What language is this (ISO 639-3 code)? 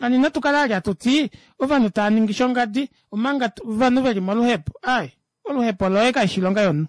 kua